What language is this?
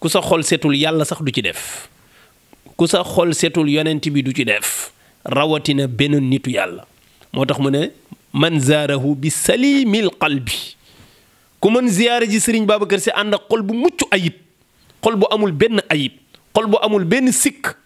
Wolof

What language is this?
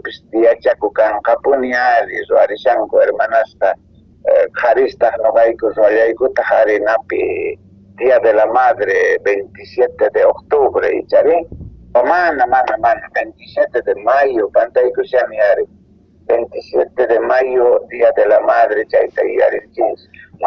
Quechua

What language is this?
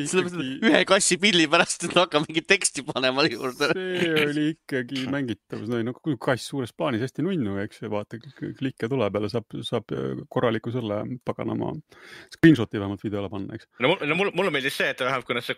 Estonian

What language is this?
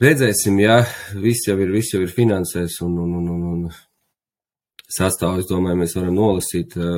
Latvian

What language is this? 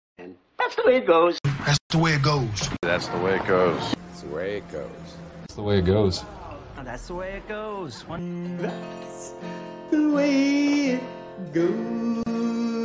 English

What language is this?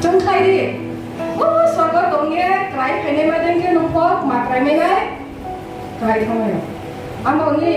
Riang (India)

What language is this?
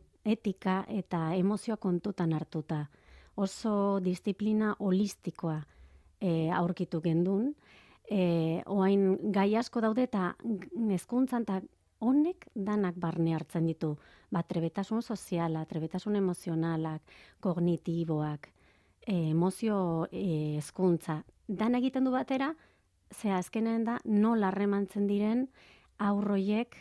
Basque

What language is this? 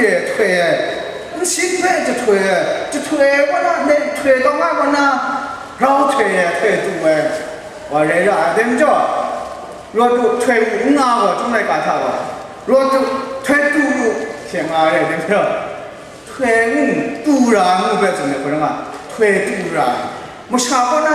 Kachin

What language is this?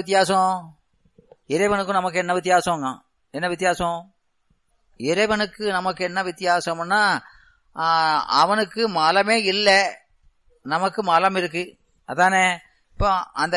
Tamil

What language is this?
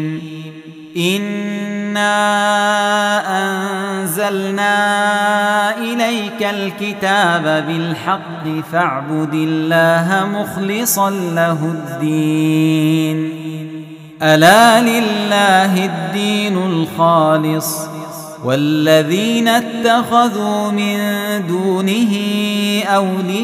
Arabic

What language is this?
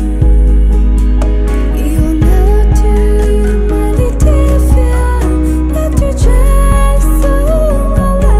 Poumei Naga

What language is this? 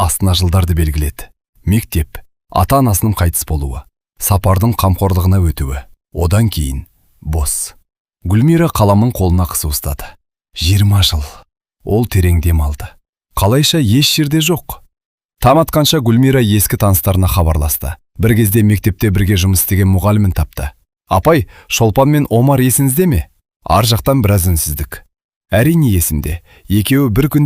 Kazakh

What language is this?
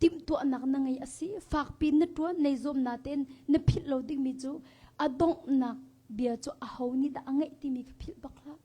Hakha Chin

